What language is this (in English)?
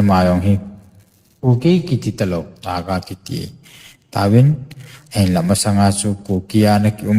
Thado Chin